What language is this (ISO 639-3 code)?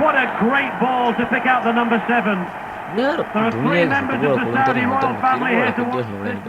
div